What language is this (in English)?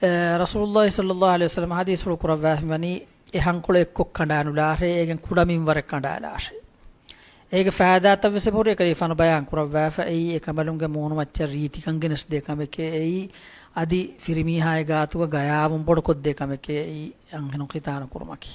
Divehi